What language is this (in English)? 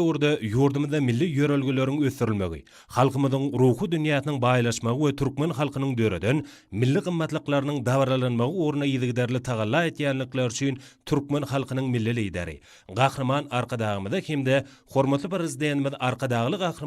Turkmen